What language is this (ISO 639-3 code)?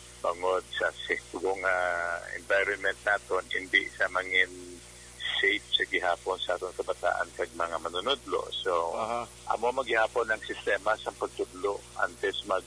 hil